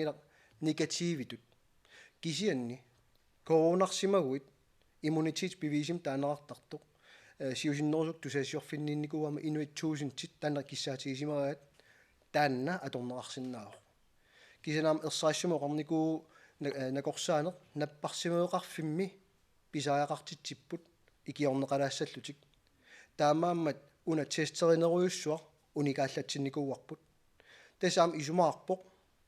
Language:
Kalaallisut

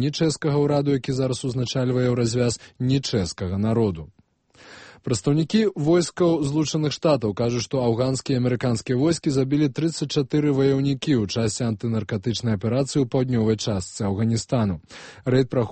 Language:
Belarusian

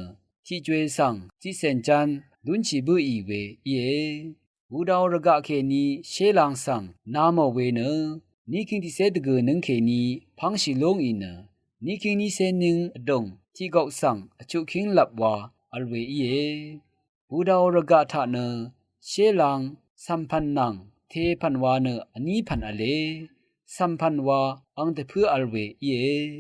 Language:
Rawang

